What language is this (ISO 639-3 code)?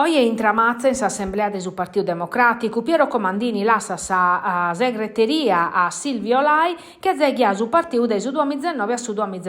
srd